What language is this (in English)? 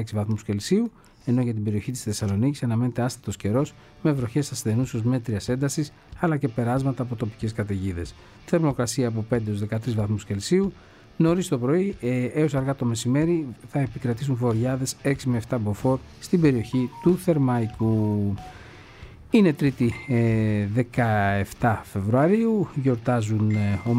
Greek